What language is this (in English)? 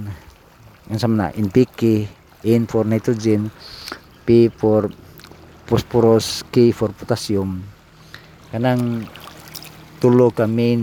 Cebuano